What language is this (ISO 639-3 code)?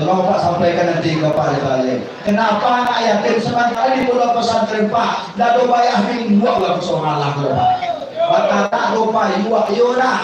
min